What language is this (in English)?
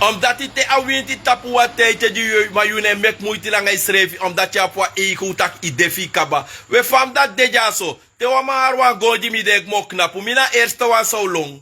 Sranan Tongo